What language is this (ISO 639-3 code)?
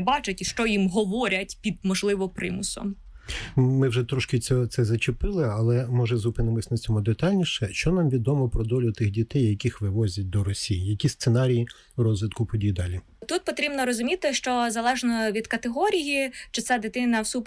ukr